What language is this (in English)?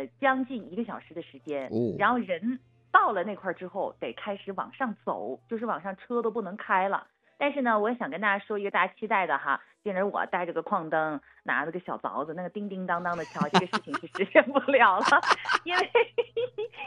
Chinese